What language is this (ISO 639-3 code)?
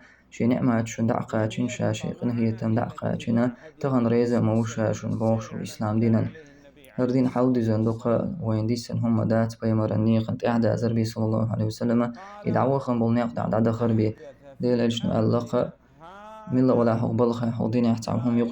che